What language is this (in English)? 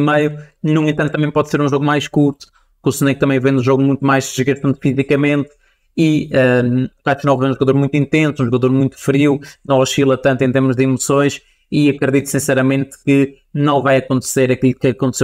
Portuguese